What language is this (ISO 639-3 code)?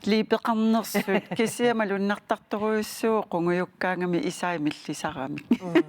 kal